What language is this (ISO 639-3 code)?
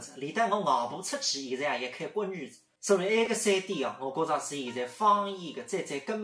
wuu